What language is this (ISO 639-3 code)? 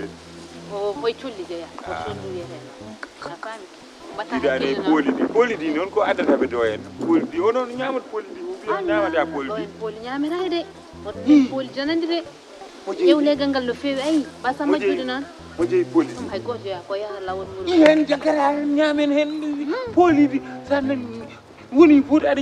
ful